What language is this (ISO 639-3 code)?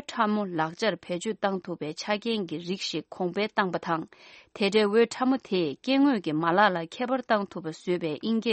bod